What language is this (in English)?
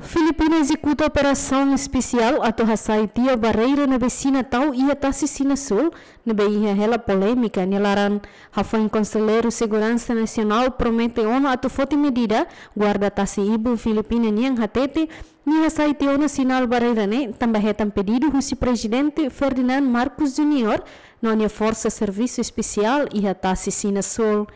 Tetum